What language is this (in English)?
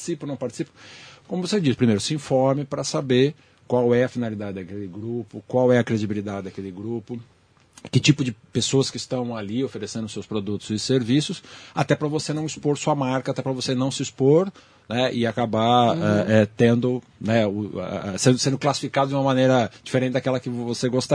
Portuguese